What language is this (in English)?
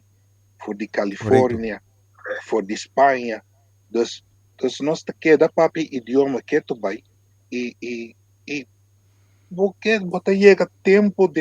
Papiamento